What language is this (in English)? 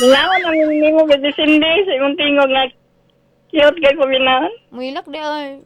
Cebuano